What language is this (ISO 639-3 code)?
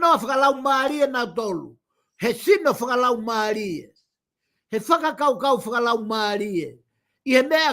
ton